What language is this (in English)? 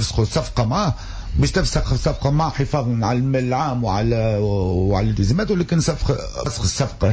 Tunisian Arabic